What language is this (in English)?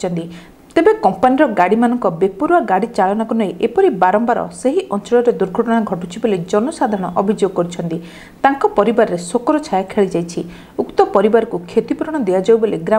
Odia